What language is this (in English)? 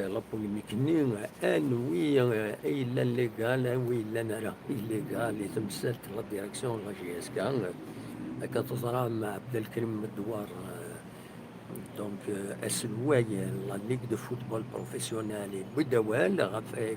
Kabyle